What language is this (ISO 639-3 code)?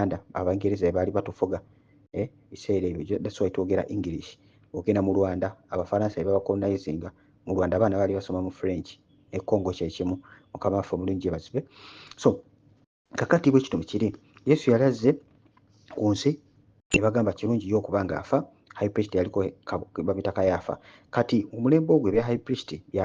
lug